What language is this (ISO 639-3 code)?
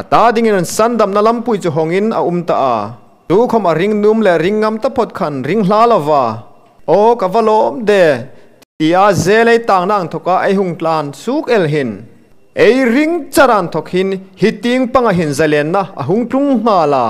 hmr